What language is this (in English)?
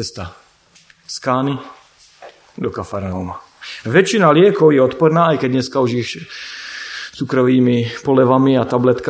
Slovak